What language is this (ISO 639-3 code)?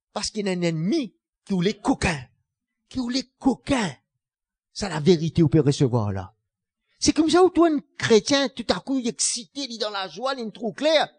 mfe